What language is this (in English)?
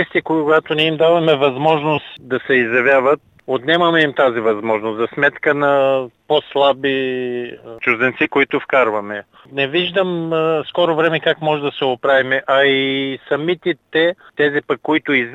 Bulgarian